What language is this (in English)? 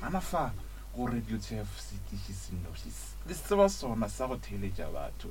Northern Sotho